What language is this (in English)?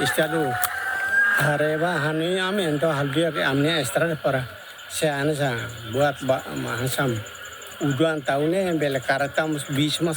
Tetum